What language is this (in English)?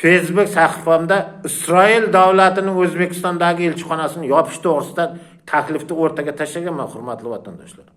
Uzbek